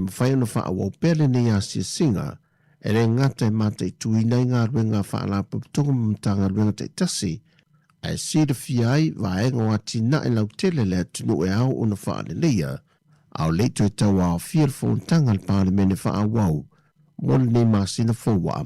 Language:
Samoan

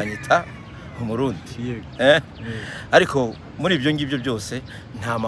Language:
Kinyarwanda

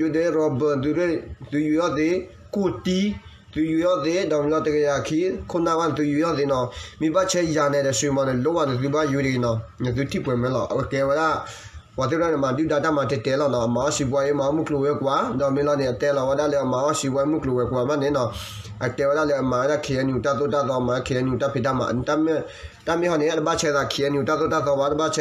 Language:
S'gaw Karen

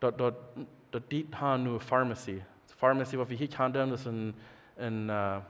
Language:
Plautdietsch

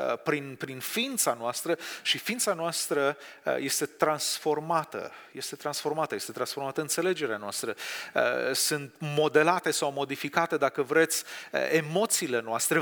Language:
Romanian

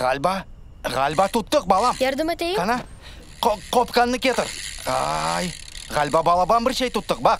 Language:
Crimean Tatar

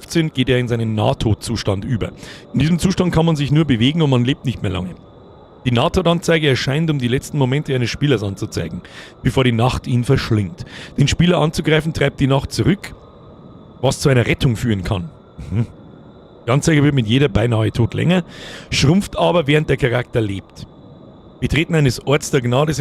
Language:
Bavarian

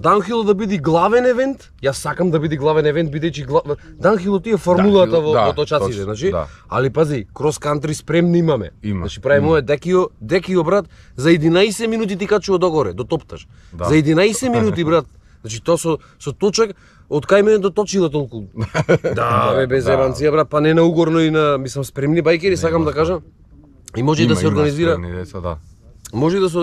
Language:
Macedonian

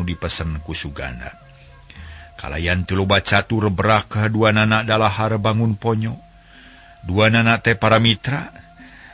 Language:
Sundanese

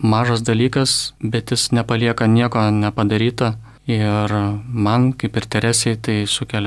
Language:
Lithuanian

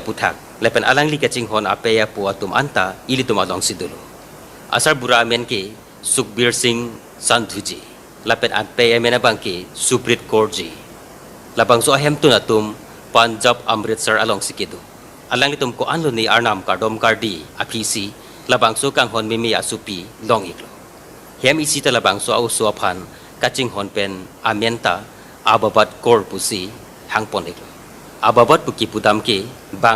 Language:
Karbi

